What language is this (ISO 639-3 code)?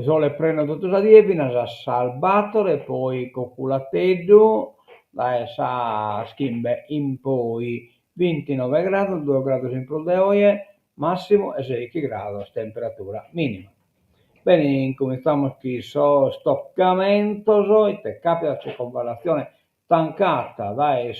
srd